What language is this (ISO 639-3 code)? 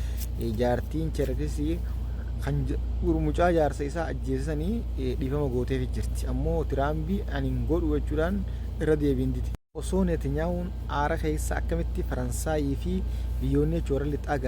orm